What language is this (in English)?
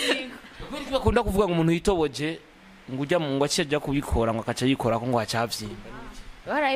Rundi